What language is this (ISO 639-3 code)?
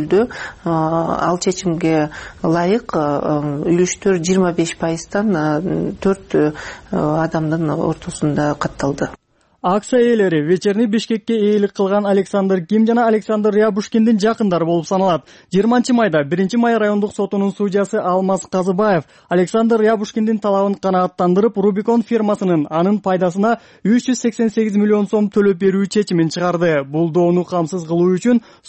kir